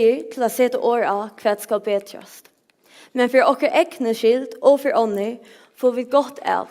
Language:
Faroese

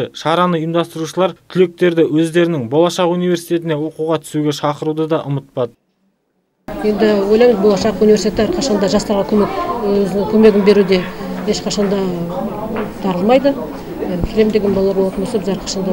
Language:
Kazakh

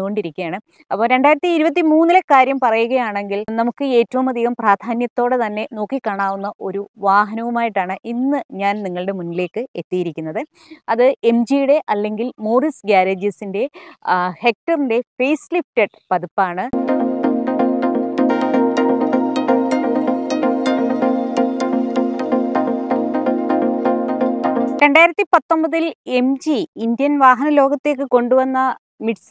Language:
Malayalam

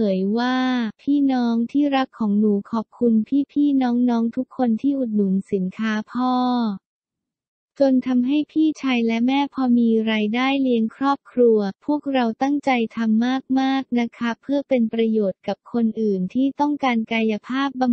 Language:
Thai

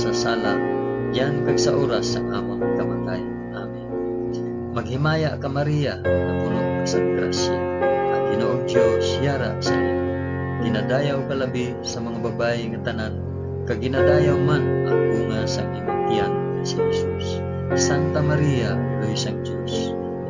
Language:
Hiligaynon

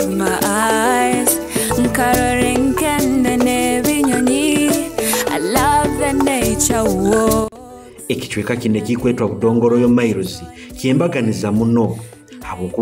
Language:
Nyoro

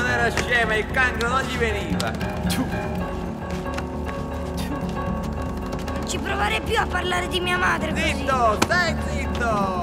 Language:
Italian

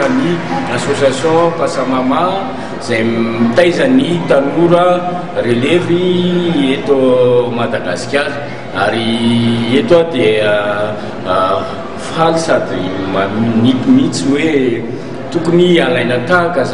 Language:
Malagasy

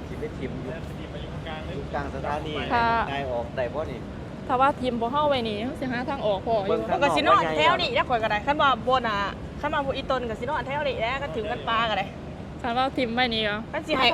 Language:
Lao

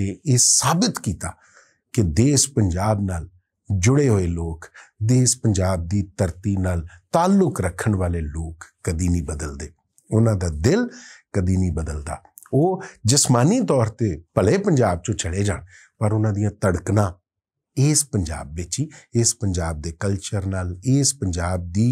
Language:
Western Panjabi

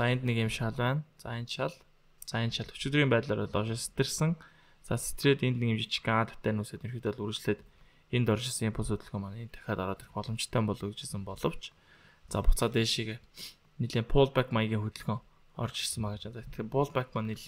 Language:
Mongolian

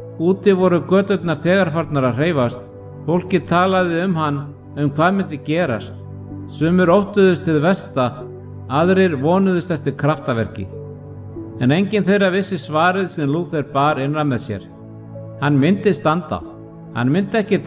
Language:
Icelandic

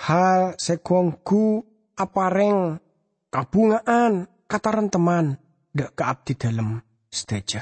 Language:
Madurese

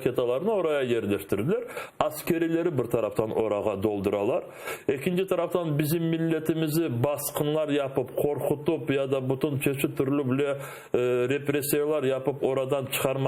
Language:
Crimean Tatar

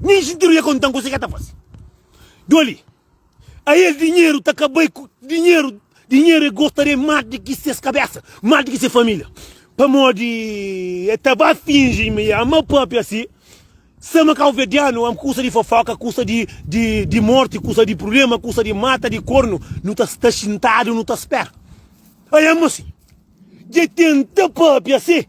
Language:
Kabuverdianu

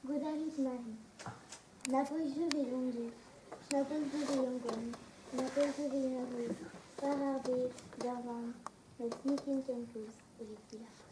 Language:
Breton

